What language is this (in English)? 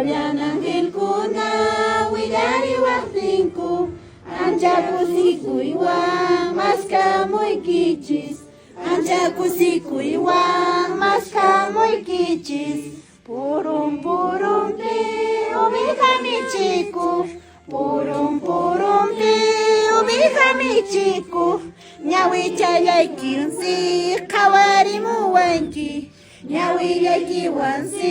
Quechua